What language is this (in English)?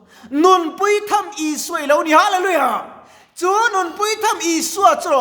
Mizo